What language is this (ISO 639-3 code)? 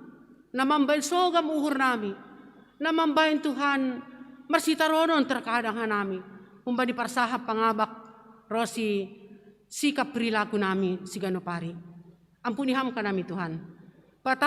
bts